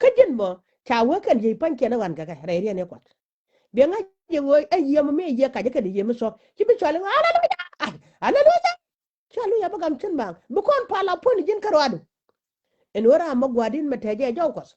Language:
Nuer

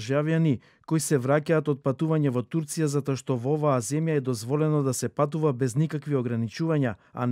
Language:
Macedonian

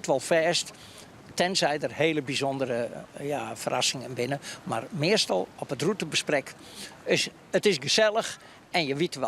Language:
Western Frisian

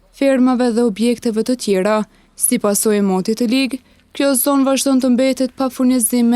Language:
Albanian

